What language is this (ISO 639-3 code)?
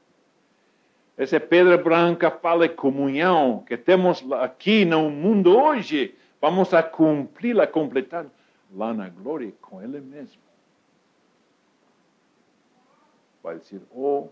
por